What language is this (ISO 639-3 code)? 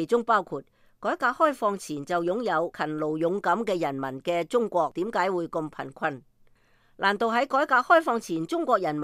yue